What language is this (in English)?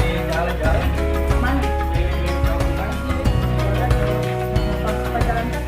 Betawi